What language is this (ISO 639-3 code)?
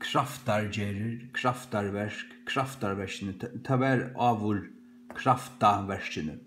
fao